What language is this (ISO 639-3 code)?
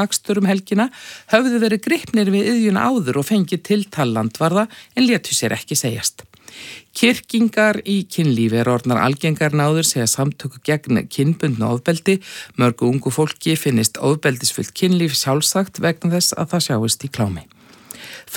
isl